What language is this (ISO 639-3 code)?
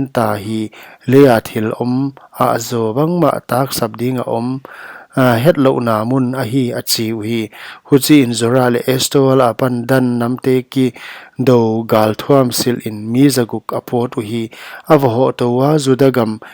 pck